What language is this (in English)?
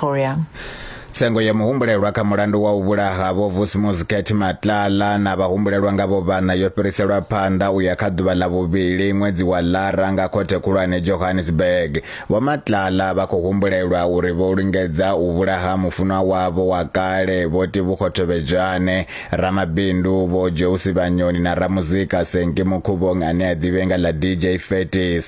Venda